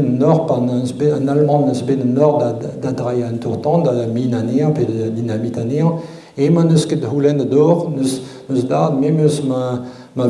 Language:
Breton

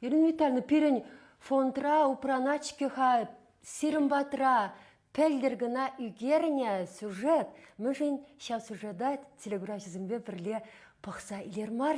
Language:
Chuvash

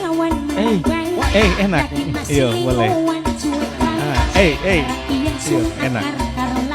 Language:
Ambonese Malay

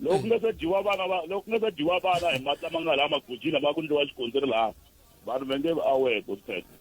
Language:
Tsonga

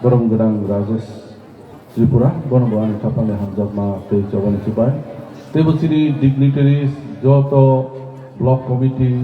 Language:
Kok Borok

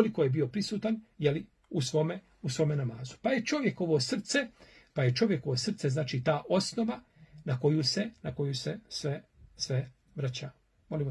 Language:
Bosnian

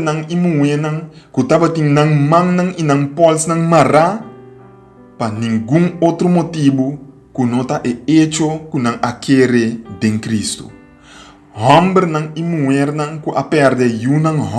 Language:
Papiamento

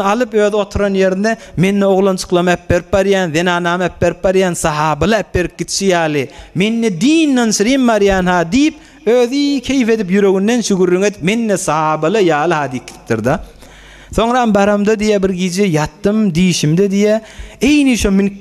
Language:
Turkmen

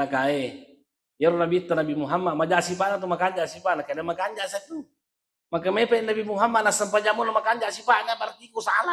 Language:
Buginese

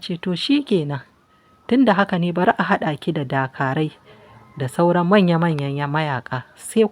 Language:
Hausa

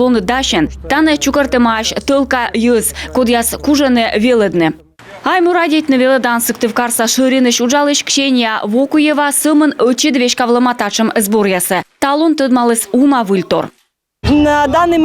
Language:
Komi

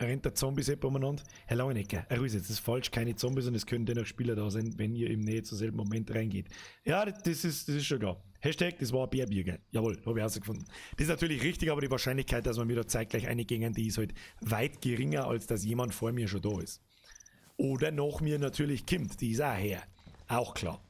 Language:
Bavarian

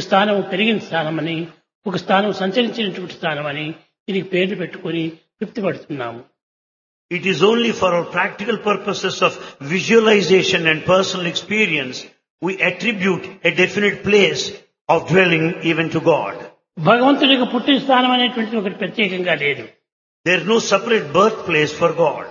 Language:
Telugu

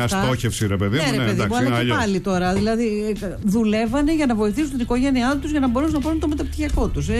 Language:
Greek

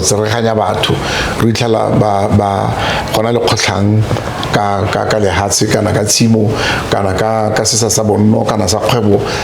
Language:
Tswana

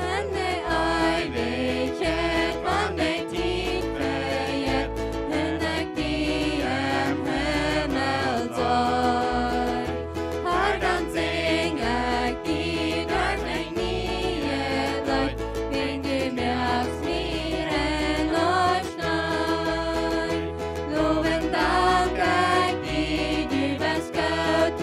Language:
Plautdietsch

